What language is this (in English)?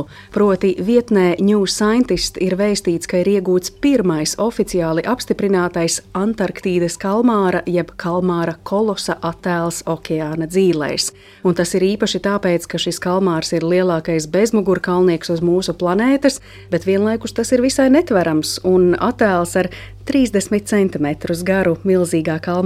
Latvian